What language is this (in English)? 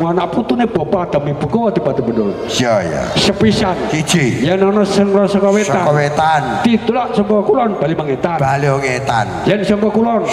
Javanese